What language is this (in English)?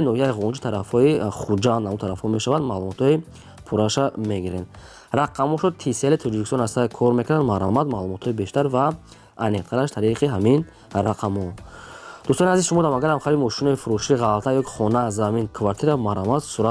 Tajik